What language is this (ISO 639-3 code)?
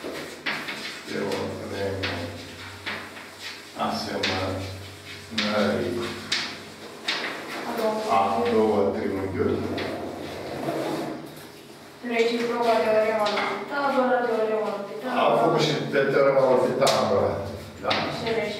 ron